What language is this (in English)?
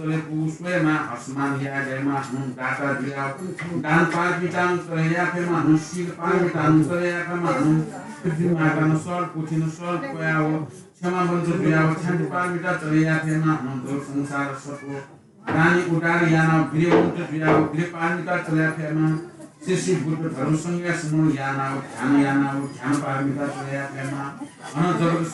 Newari